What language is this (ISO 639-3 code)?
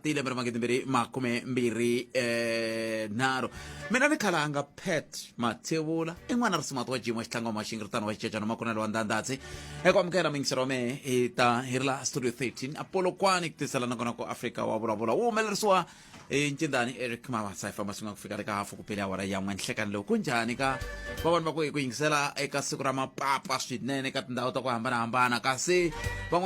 tso